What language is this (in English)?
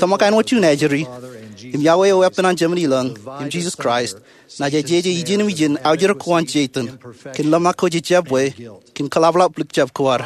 Marshallese